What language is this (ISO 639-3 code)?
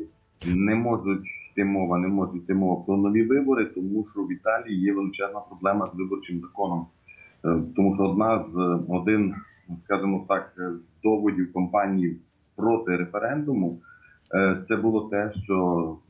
ukr